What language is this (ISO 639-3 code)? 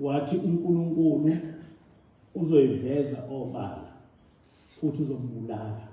zul